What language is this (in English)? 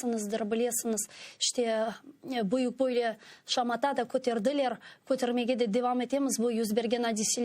Crimean Tatar